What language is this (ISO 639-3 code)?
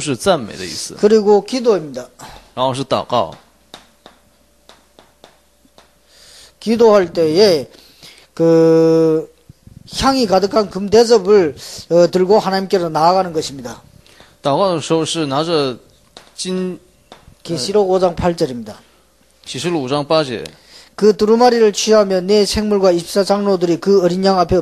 kor